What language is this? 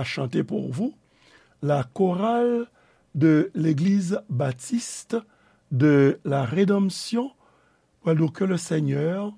Haitian Creole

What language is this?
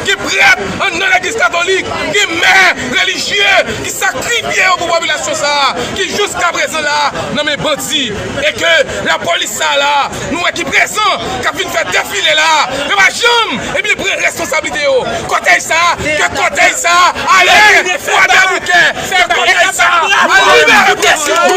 Haitian Creole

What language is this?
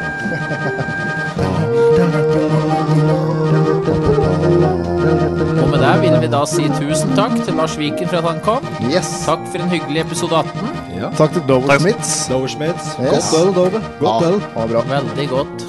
Norwegian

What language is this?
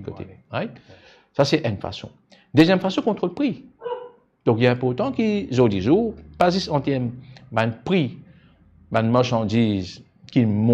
Morisyen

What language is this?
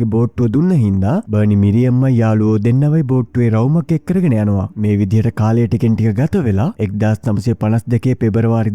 Sinhala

